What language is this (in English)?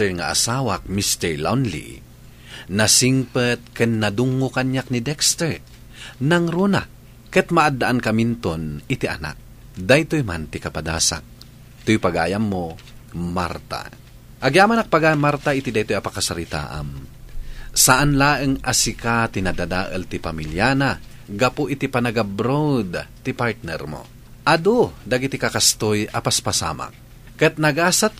Iloko